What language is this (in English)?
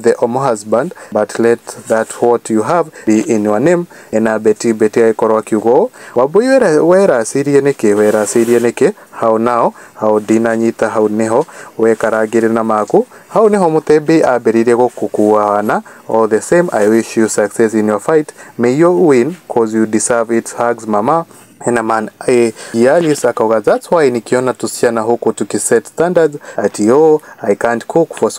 Kikuyu